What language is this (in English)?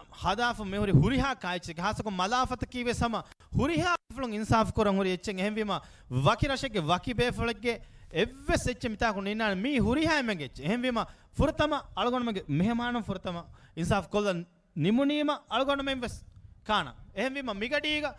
Divehi